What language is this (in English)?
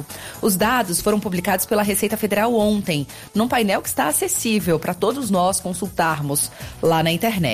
Portuguese